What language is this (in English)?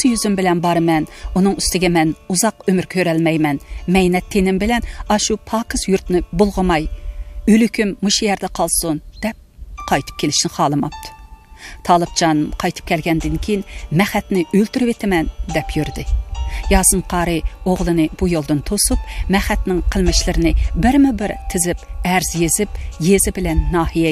Uyghur